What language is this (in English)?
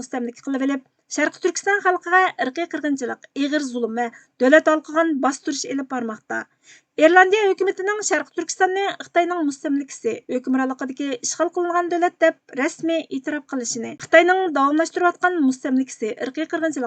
Uyghur